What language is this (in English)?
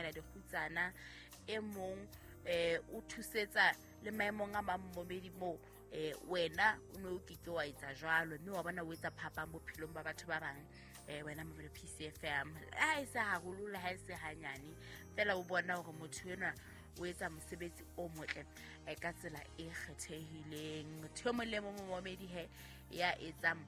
Southern Sotho